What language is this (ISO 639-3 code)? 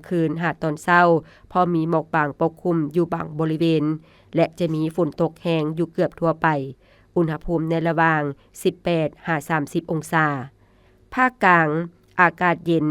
lao